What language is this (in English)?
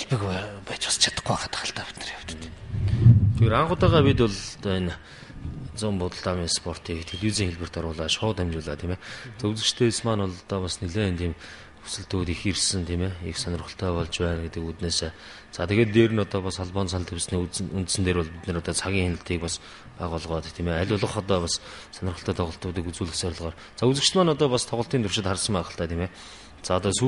Mongolian